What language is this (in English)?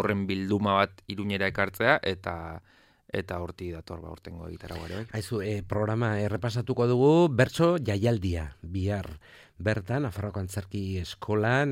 Basque